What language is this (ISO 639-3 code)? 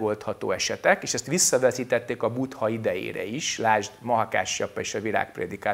hun